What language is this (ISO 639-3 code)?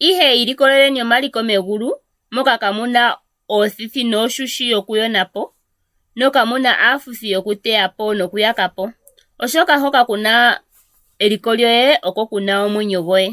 ndo